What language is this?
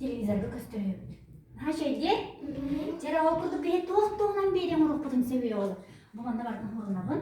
Yakut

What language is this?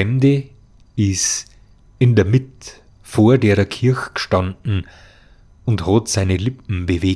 Bavarian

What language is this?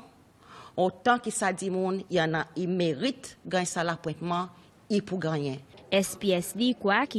Seselwa Creole French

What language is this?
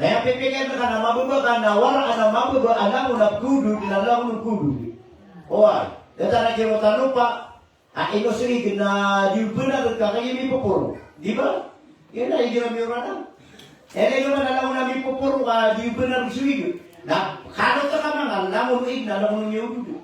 Maranao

